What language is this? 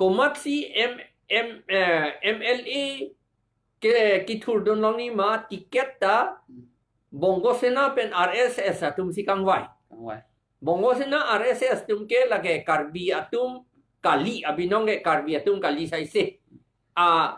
Karbi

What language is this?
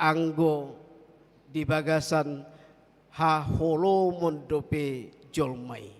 Batak Toba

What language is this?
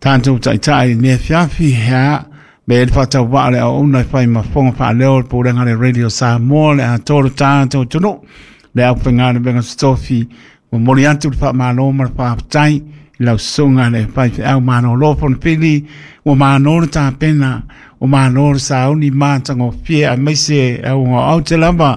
Samoan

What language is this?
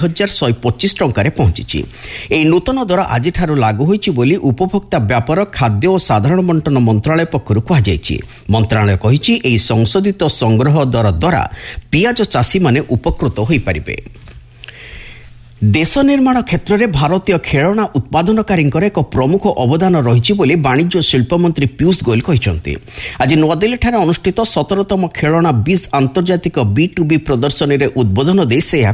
Odia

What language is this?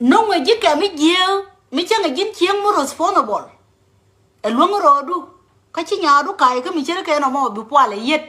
Nuer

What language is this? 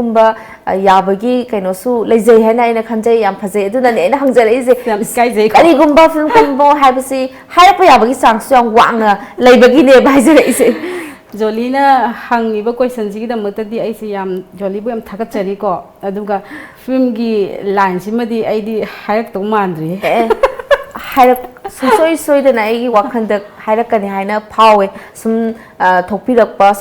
Manipuri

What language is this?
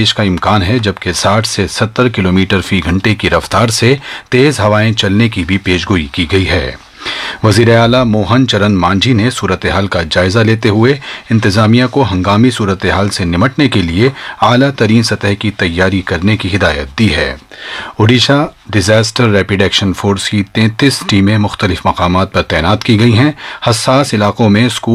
Urdu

